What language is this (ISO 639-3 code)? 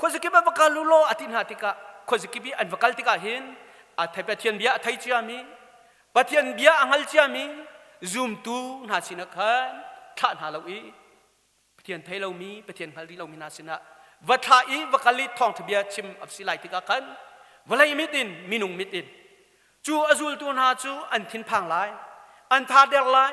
cnh